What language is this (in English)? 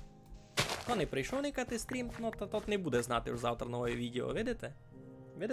Rusyn